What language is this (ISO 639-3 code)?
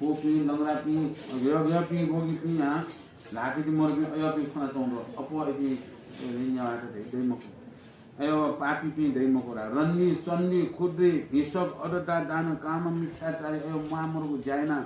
new